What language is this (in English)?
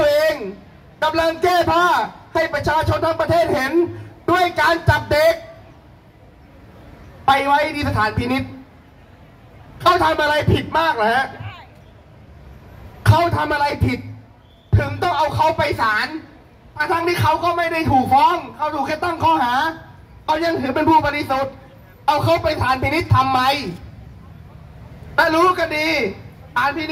Thai